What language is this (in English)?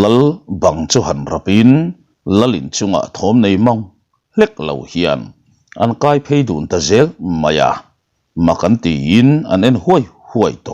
Mizo